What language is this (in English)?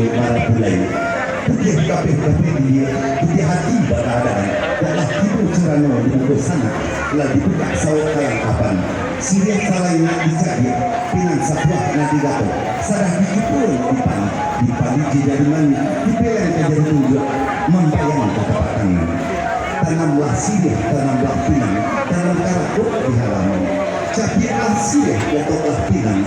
Minangkabau